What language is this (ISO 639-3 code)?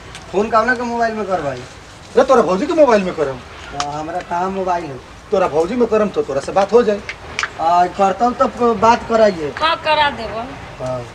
bho